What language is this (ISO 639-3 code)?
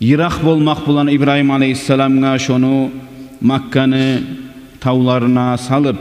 kum